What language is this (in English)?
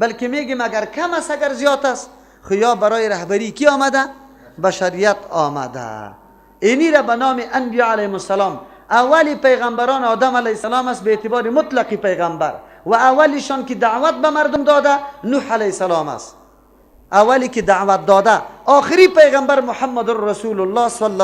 Persian